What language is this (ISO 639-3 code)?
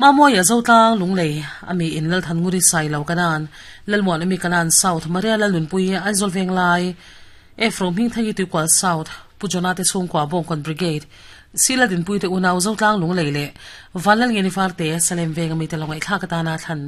lus